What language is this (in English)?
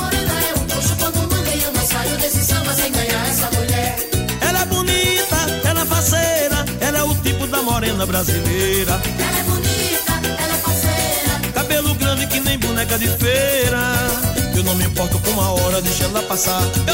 Portuguese